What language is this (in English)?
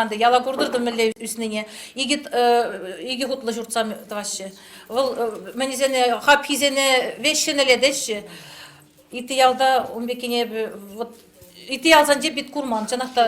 Chuvash